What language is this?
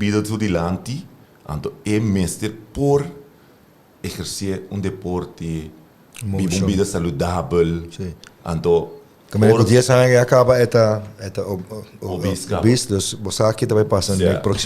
Papiamento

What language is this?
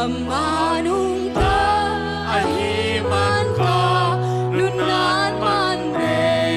Tedim Chin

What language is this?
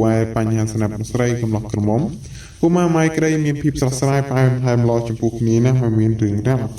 Khmer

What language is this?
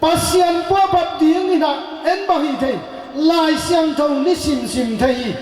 Tedim Chin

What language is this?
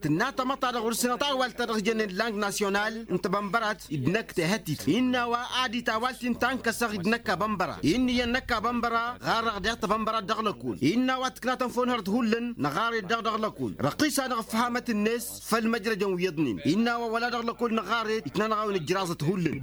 Tamasheq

